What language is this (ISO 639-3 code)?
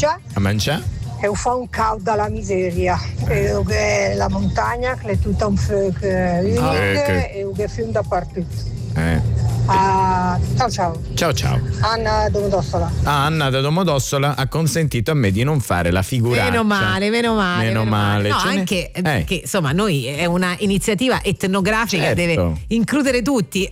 ita